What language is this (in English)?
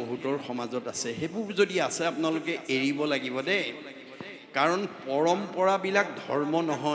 Assamese